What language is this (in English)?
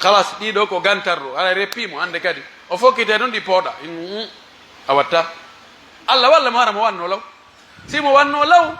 Pular